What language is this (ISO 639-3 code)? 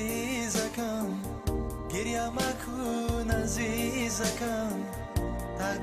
tgk